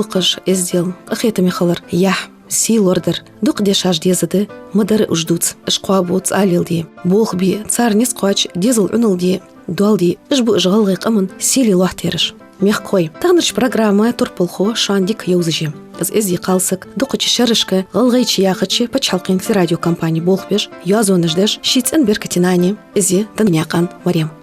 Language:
Ingush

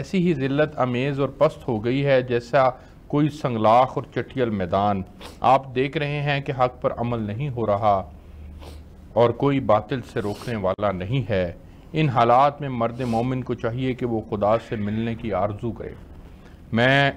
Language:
Urdu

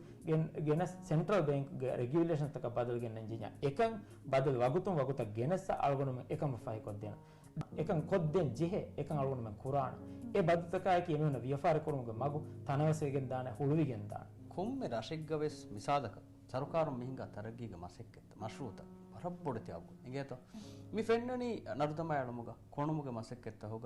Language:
Divehi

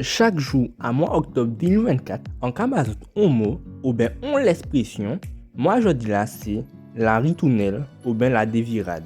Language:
Guadeloupean Creole French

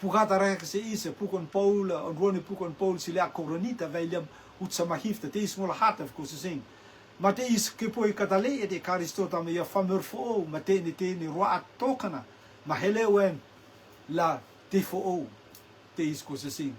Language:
Rotuman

